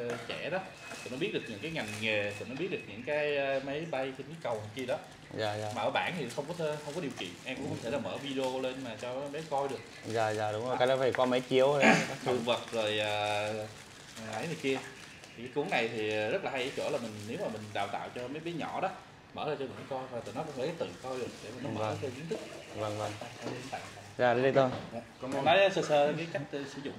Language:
Vietnamese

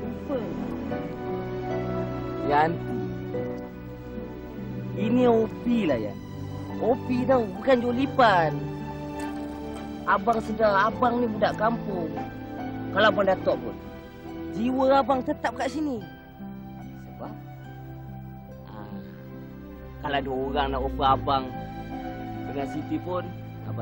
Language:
Malay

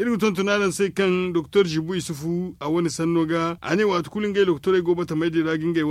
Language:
Zarma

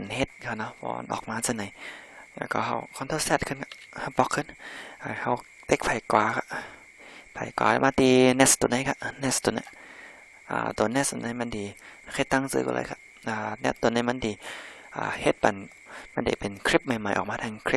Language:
Shan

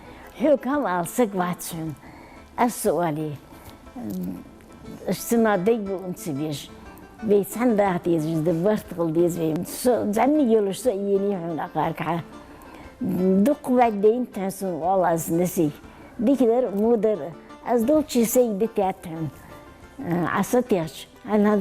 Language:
Ingush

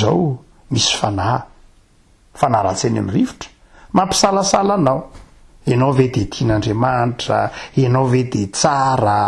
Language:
Malagasy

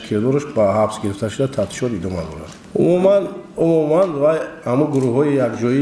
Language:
Tajik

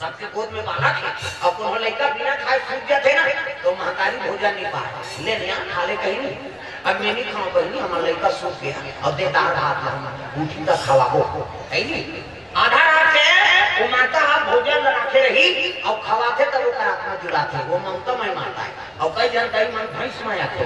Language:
Chhattisgarhi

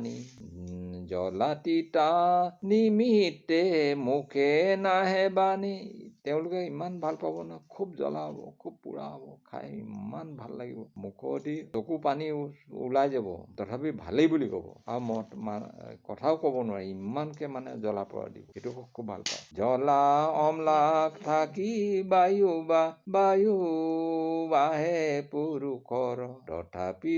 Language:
Assamese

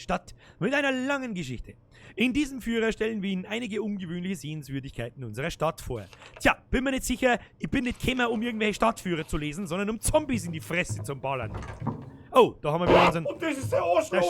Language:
Bavarian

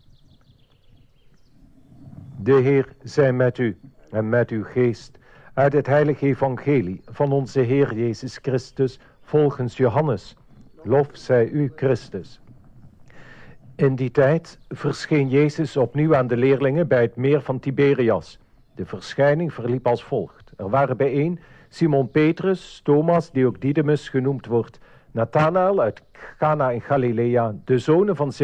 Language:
Dutch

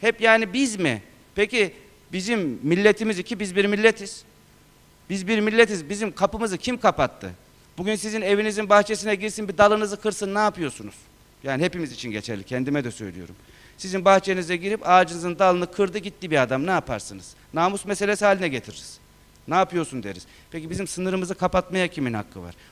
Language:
Turkish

